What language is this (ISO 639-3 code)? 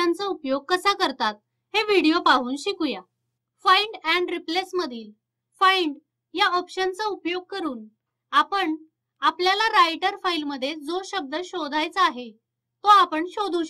mar